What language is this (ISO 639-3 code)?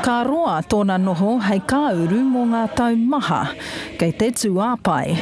mri